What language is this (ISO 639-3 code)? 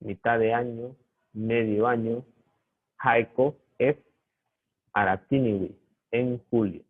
grn